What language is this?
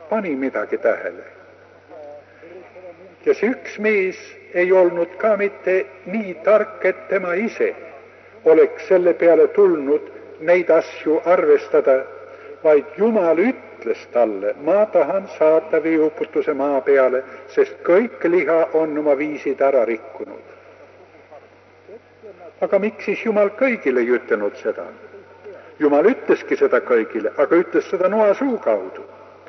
Estonian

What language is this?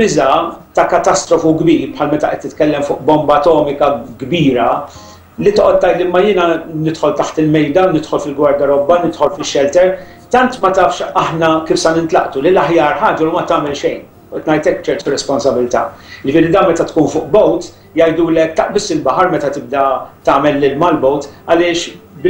Maltese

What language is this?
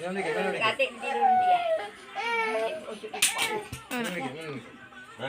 Musi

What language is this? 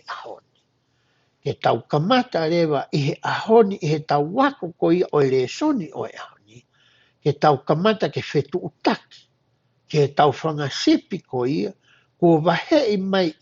Tongan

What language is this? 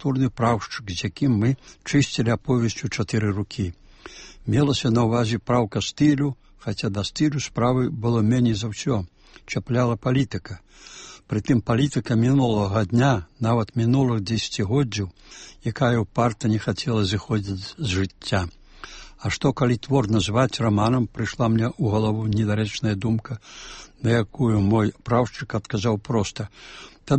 Belarusian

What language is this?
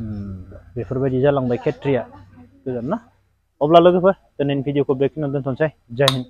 Bodo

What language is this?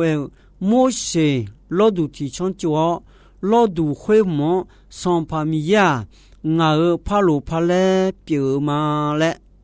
Akha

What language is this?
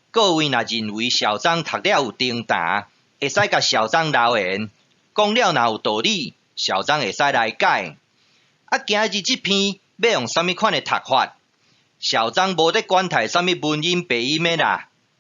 Min Nan Chinese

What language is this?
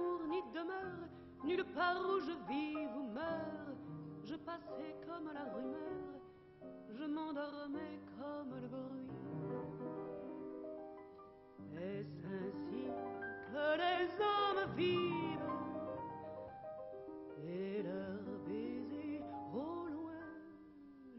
French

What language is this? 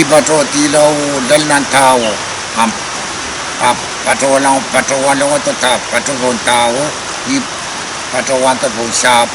Pohnpeian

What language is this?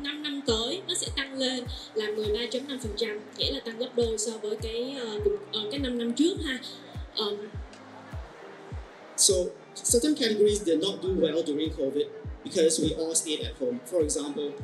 Vietnamese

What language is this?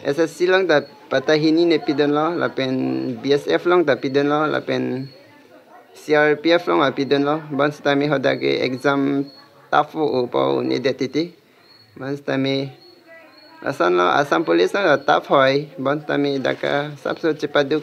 Karbi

